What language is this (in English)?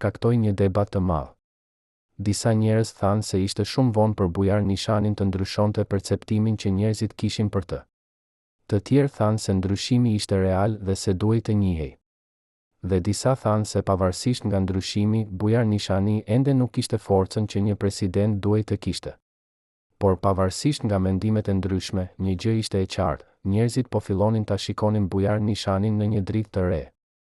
Albanian